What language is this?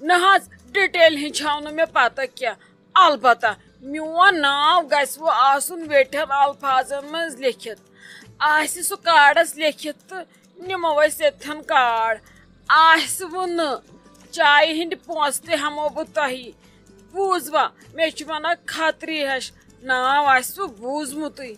Kashmiri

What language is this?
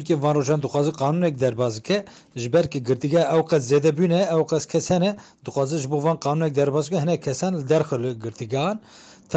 Kurdish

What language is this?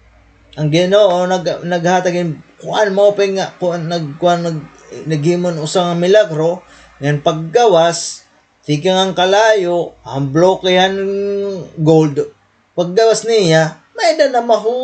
Waray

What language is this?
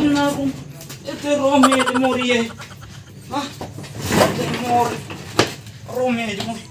Bima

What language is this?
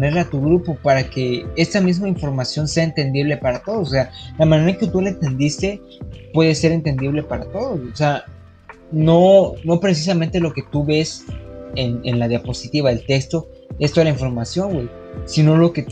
Spanish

